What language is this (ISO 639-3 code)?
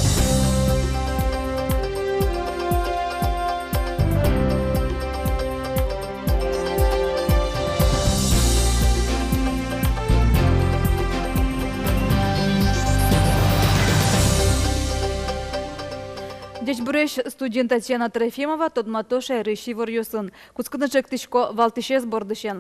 udm